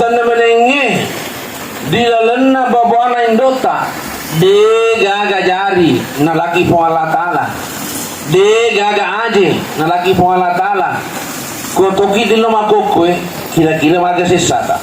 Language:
Buginese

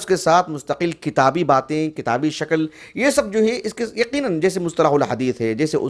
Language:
Urdu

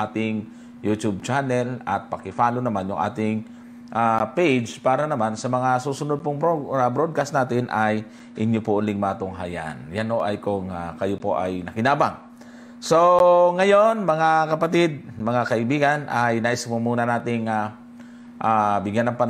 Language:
Filipino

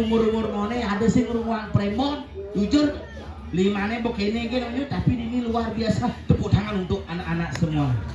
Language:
Balinese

